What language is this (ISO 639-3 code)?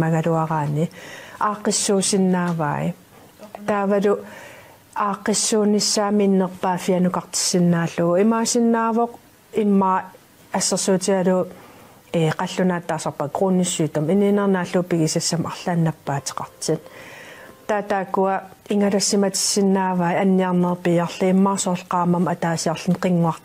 kal